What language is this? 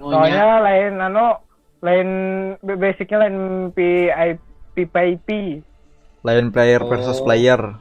Banjar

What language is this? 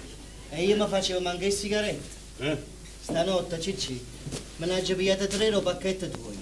Neapolitan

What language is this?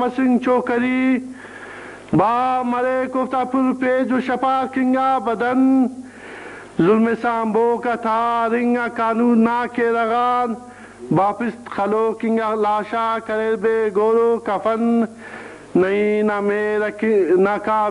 Brahui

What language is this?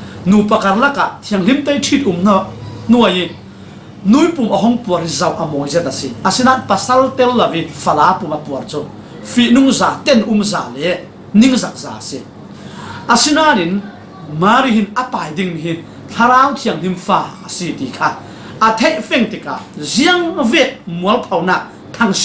Falam Chin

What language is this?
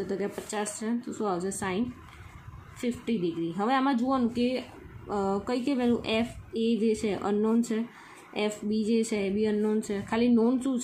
Gujarati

